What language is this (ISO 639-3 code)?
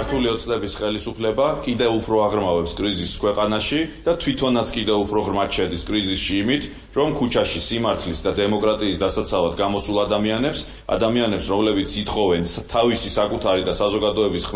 kat